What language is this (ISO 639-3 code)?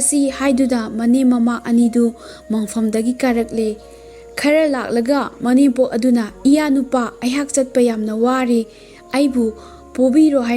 mni